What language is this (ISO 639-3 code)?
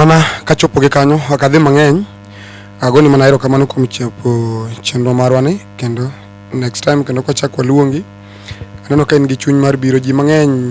luo